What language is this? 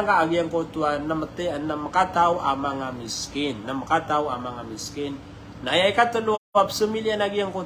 Maranao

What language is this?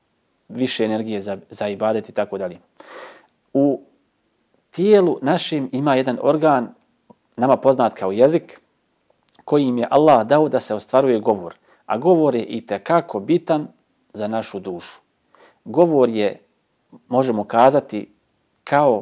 Bosnian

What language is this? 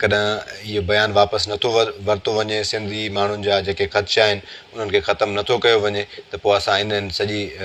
Sindhi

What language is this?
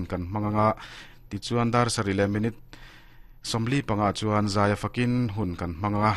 Mizo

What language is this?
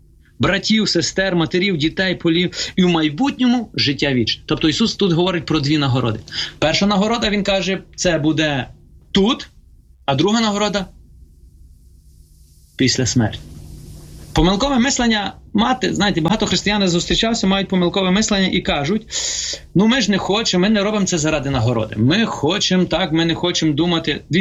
Ukrainian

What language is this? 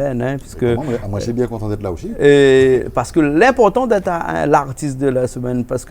Réunion Creole French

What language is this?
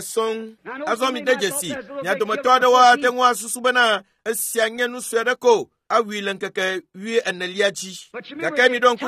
Ewe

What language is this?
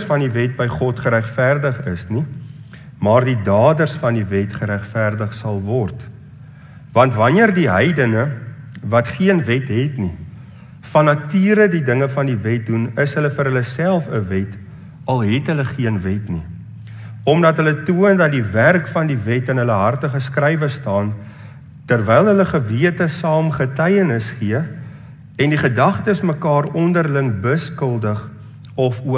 Afrikaans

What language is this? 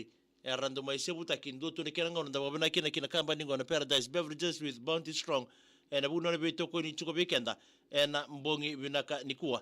Fijian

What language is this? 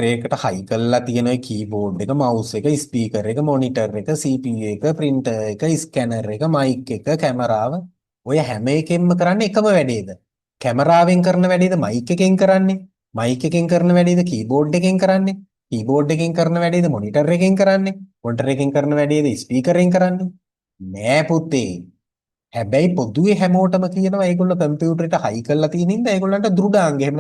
Sinhala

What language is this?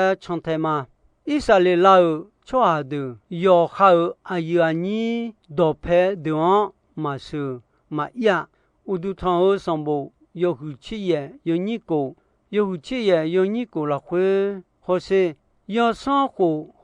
Akha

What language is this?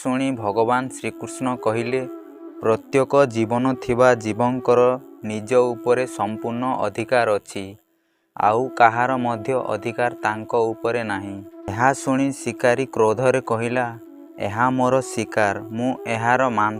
Odia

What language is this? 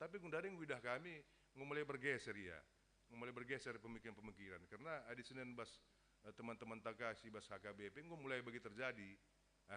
Batak Karo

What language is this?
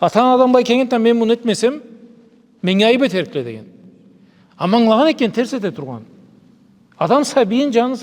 Karachay-Balkar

